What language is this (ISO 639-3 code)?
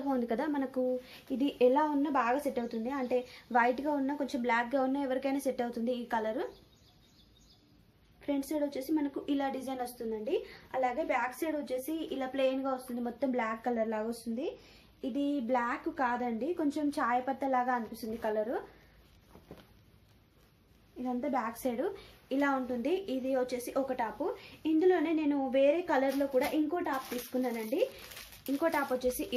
tel